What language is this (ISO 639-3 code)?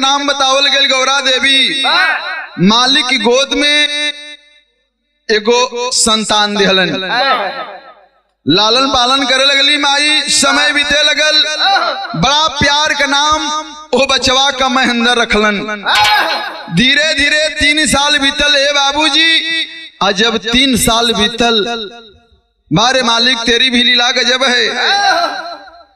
bho